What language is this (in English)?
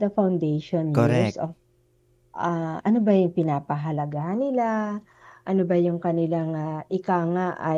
Filipino